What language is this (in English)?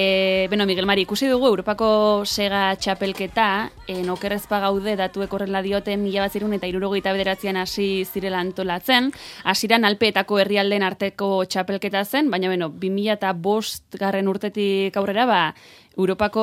Basque